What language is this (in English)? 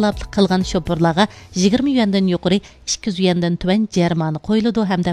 Uyghur